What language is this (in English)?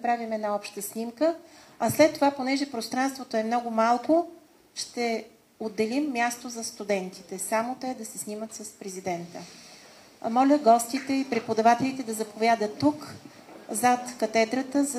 Bulgarian